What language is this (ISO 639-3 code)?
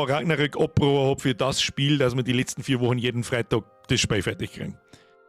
bar